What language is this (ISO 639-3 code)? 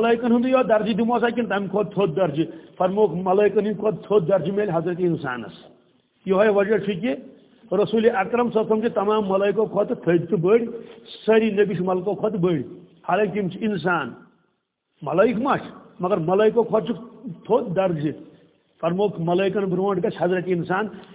kas